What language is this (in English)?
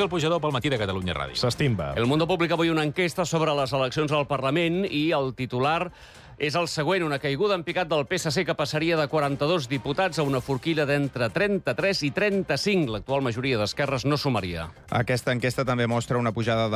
Catalan